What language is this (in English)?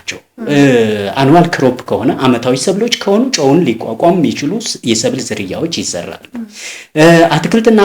Amharic